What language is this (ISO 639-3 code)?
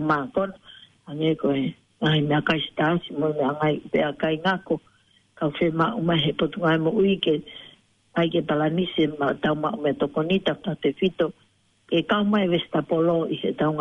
ton